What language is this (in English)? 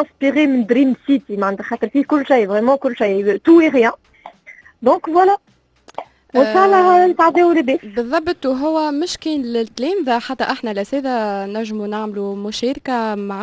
Tunisian Arabic